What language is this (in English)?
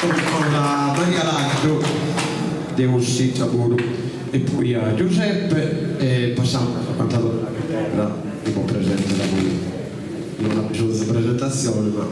Sardinian